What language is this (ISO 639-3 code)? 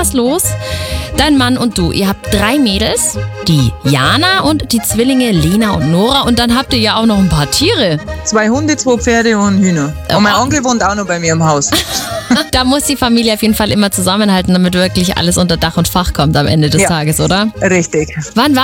deu